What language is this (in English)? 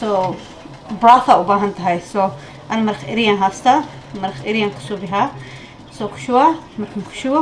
Somali